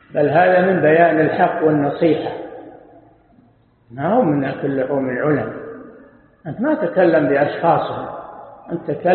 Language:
Arabic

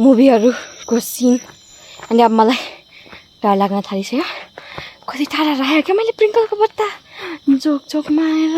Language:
Nepali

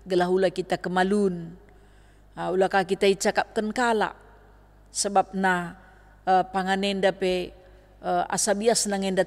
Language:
Batak Karo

